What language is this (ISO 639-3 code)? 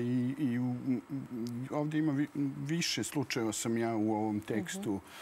srp